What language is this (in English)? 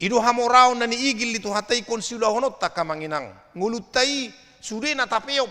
Batak Toba